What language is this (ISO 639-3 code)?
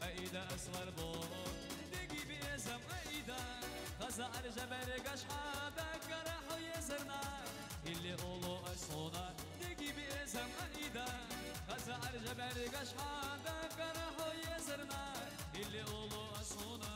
che